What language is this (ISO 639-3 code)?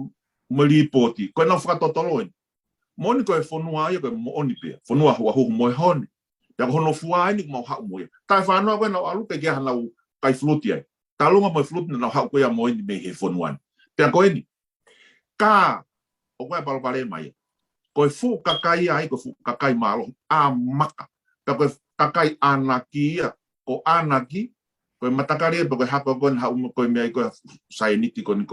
ton